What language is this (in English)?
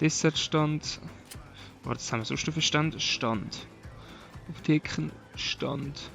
Swiss German